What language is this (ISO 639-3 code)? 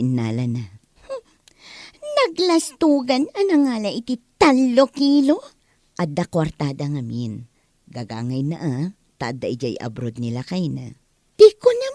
ilo